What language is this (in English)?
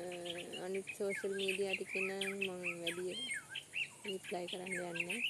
Sinhala